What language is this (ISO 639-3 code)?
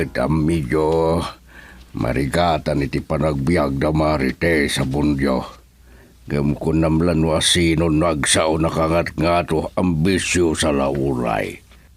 ilo